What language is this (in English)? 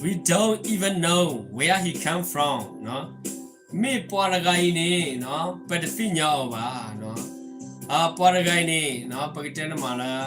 S'gaw Karen